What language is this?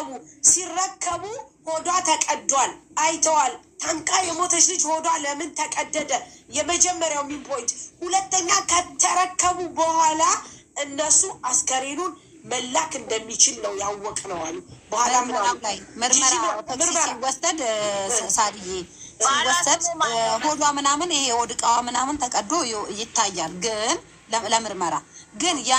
Amharic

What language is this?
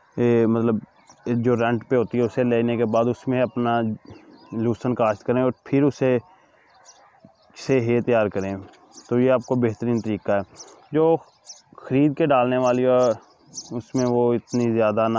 Hindi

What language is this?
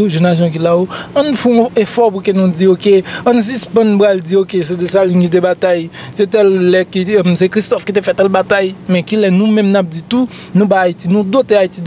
Haitian Creole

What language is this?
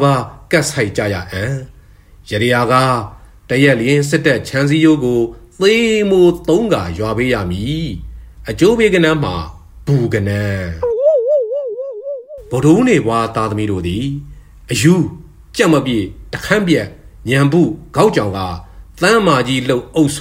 Burmese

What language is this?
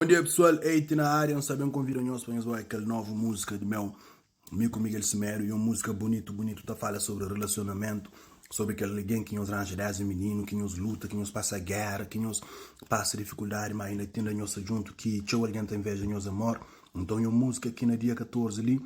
Kabuverdianu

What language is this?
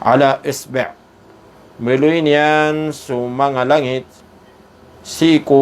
Maranao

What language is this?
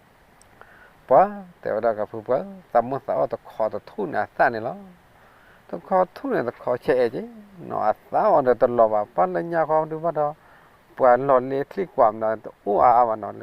S'gaw Karen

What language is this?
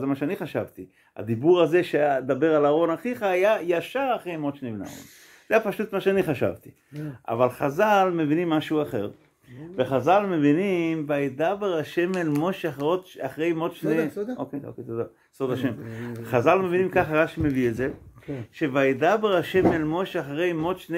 Hebrew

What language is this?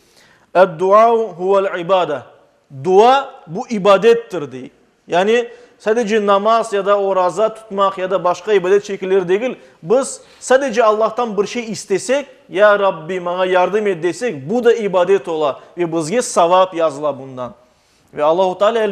Crimean Tatar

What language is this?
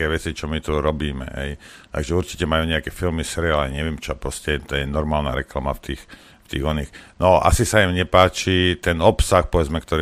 Slovak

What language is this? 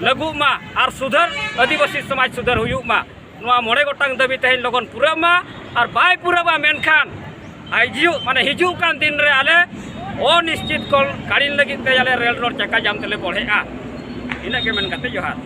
Santali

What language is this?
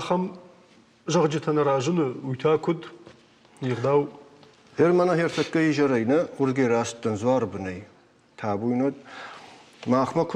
Ossetic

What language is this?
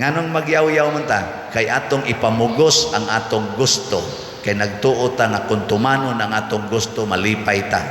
Cebuano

